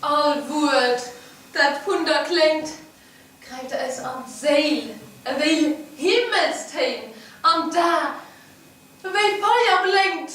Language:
Luxembourgish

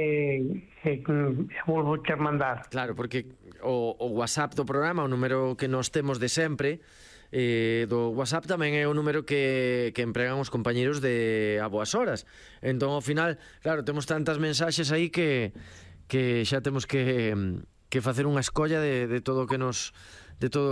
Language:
Galician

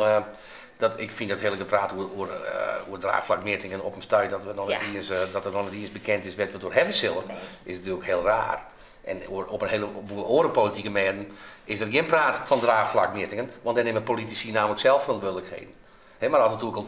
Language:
Western Frisian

